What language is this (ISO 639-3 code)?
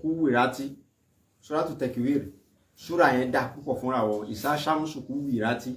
yor